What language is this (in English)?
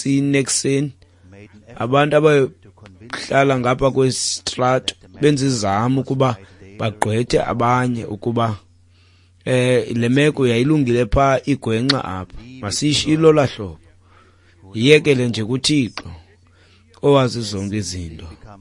Xhosa